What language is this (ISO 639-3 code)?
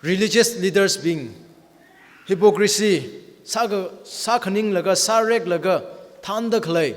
nmf